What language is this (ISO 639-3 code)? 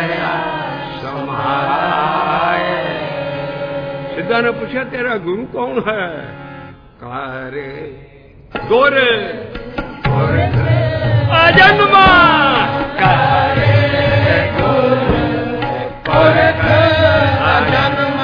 pan